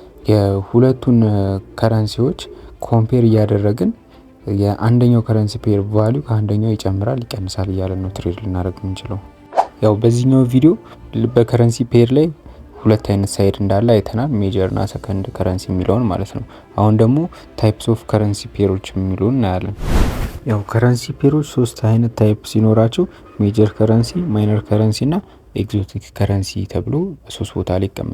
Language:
Amharic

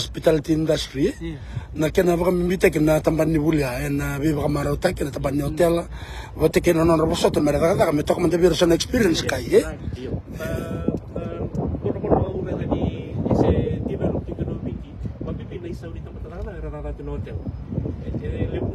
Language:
Fijian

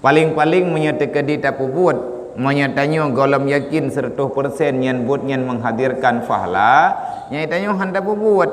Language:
Achinese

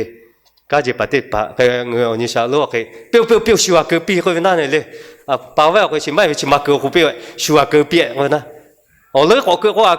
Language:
Lahu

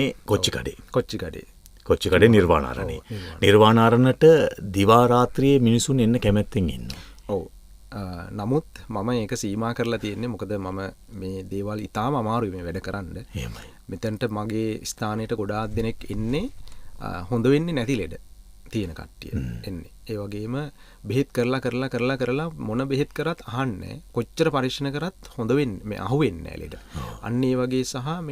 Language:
Sinhala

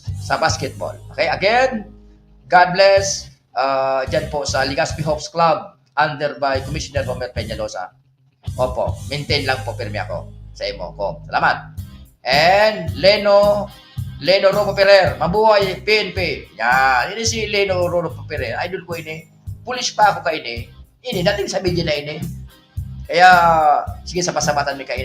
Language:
Bikol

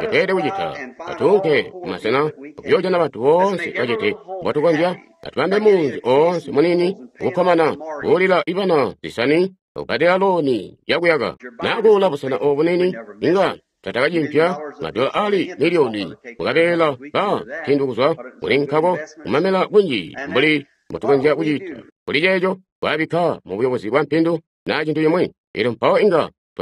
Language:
Tonga (Zambia)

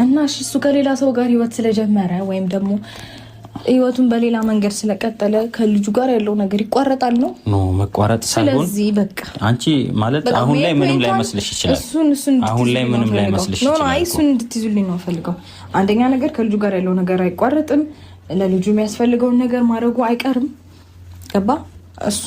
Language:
Amharic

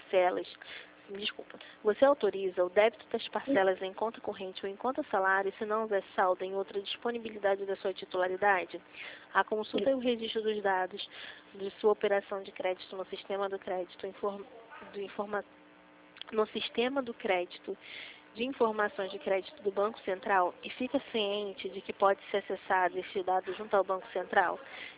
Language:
Portuguese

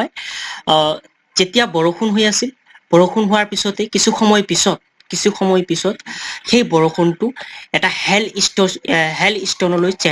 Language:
Assamese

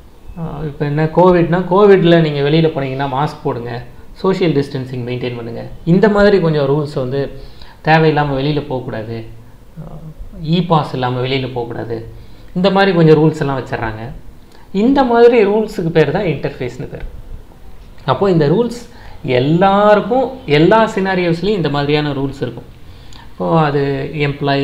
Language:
Tamil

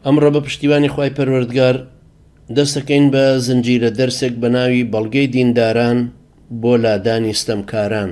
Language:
Central Kurdish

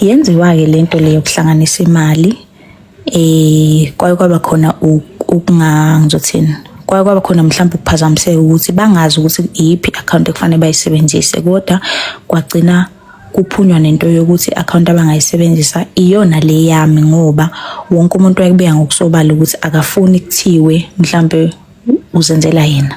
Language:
Zulu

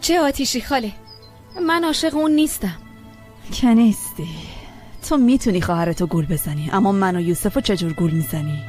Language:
Persian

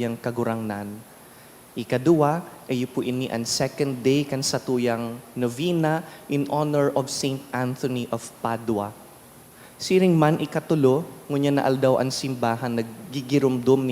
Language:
Bikol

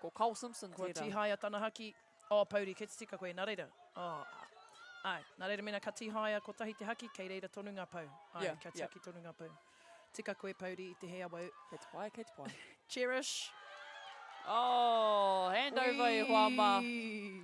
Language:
Māori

